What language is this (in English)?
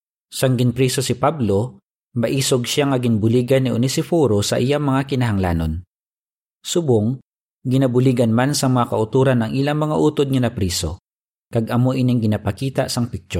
Hiligaynon